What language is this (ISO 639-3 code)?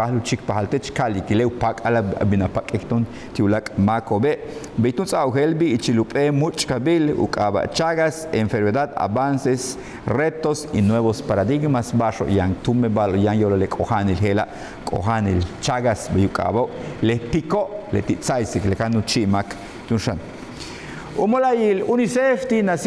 yua